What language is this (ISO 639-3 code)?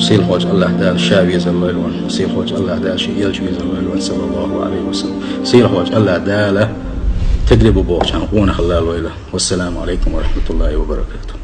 che